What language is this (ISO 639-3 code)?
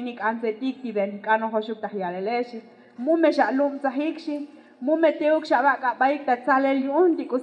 tzo